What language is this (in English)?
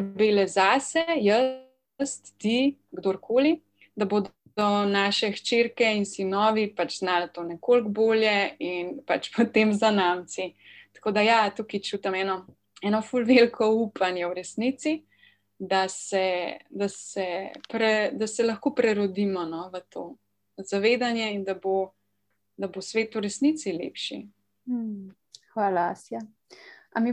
Slovenian